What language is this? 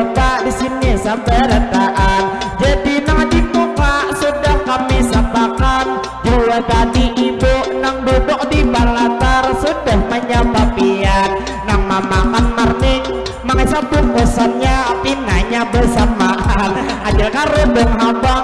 Banjar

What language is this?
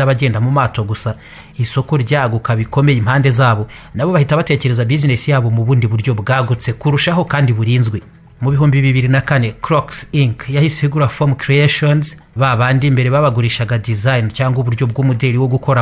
Kinyarwanda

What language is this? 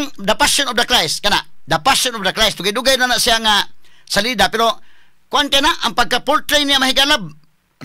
Cebuano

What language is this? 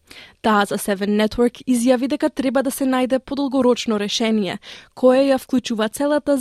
Macedonian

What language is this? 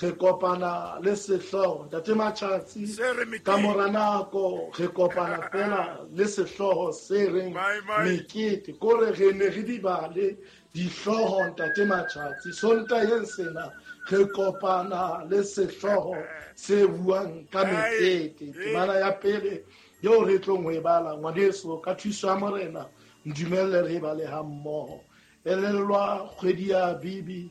Southern Sotho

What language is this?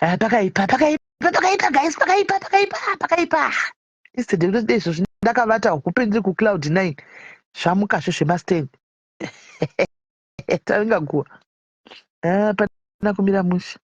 Shona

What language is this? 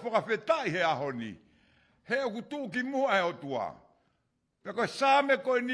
Tongan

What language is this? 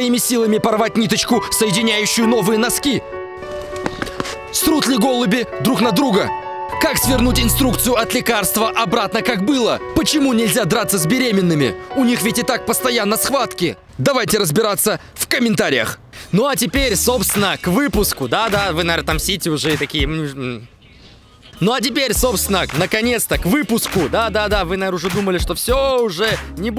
Russian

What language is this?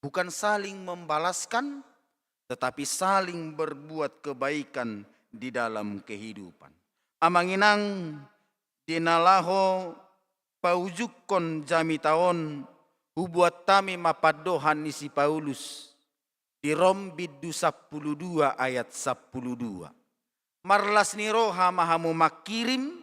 Batak Toba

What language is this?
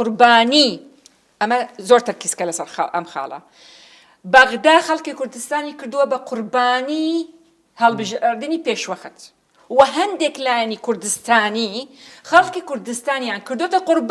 Central Kurdish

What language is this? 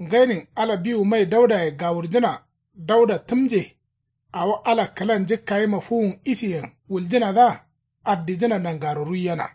Kanuri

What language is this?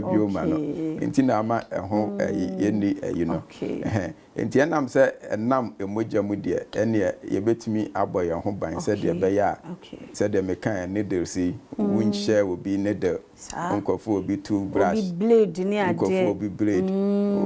Akan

